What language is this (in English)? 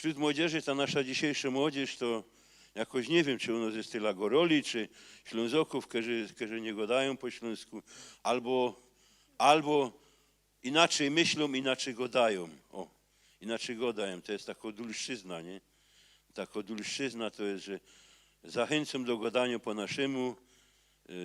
Silesian